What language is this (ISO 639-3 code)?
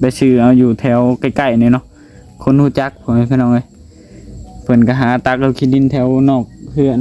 lao